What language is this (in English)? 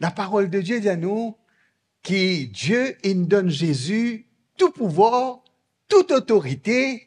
Morisyen